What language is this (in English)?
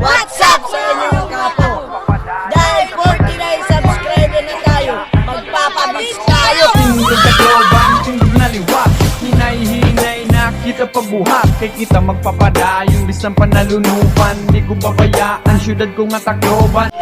Waray